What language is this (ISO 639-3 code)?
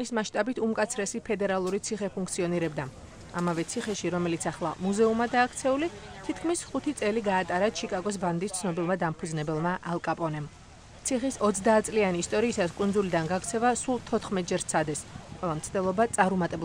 kat